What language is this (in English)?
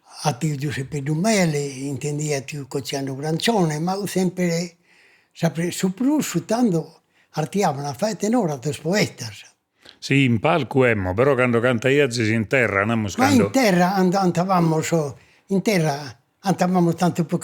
Sardinian